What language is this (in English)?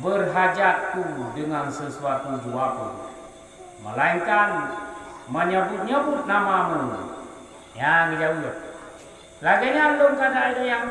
Achinese